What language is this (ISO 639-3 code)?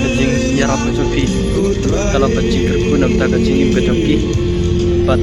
kha